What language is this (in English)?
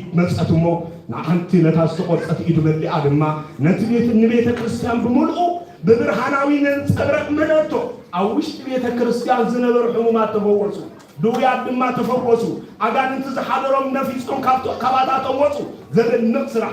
Tigrinya